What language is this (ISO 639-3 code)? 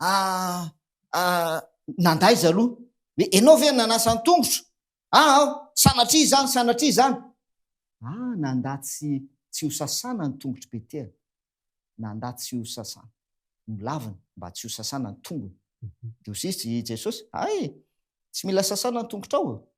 mlg